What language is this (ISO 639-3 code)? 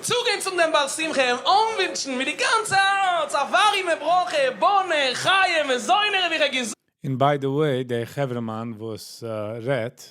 yid